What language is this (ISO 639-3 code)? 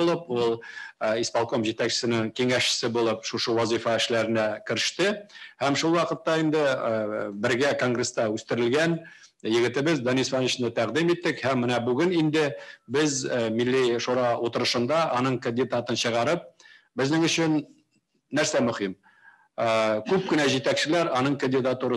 tat